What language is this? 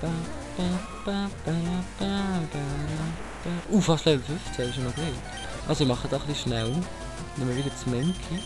Swiss German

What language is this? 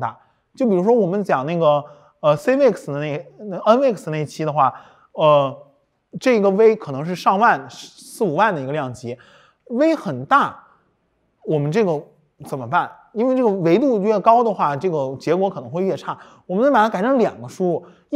Chinese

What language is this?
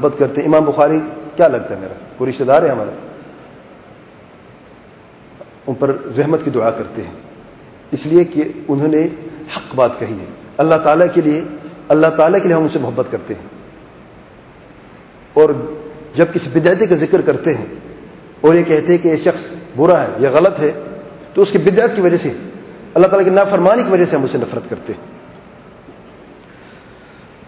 Urdu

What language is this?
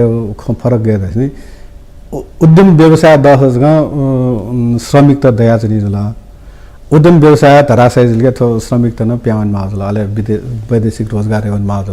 Newari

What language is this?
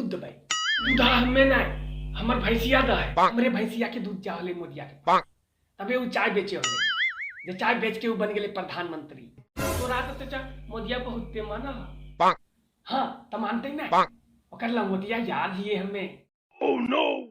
Magahi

